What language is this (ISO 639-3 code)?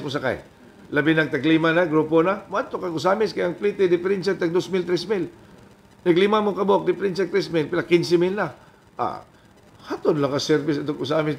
ceb